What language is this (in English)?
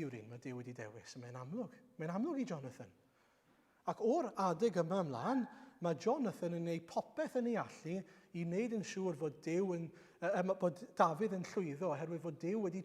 Welsh